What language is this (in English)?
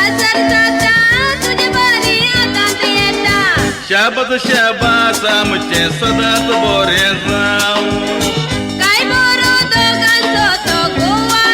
Konkani